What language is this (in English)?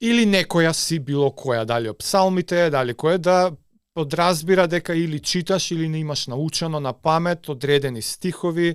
Macedonian